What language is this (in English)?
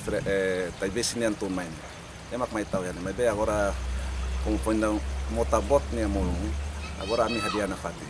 Tetum